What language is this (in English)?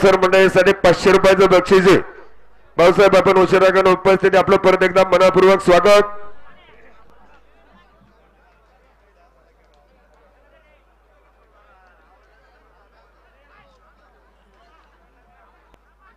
Marathi